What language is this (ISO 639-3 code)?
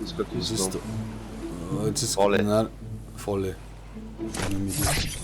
bar